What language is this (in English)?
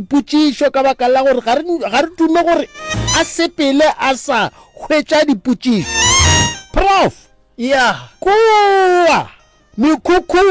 Northern Sotho